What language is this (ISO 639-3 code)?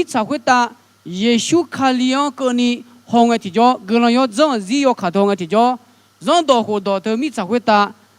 ahk